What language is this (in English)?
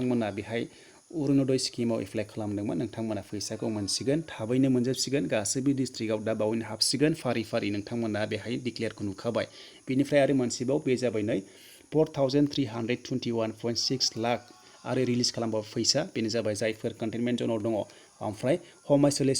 Bodo